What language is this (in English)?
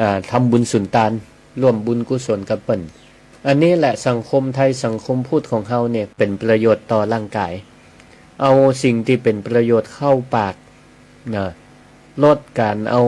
Northern Thai